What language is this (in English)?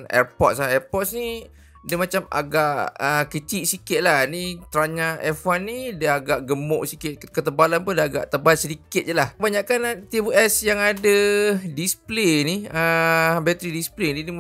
Malay